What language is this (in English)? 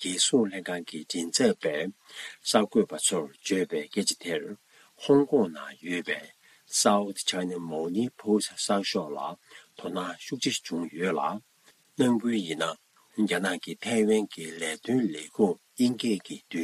Tibetan